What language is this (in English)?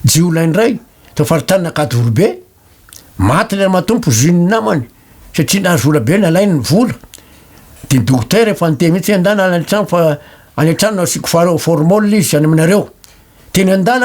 Malagasy